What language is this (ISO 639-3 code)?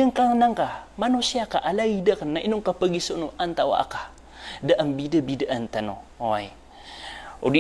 mrw